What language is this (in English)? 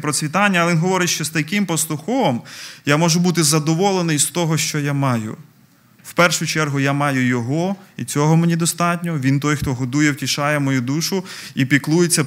Ukrainian